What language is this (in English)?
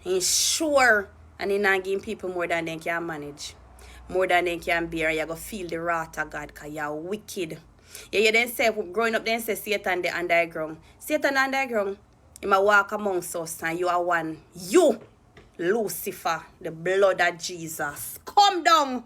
Jamaican Creole English